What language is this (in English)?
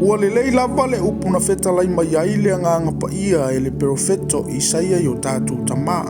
Samoan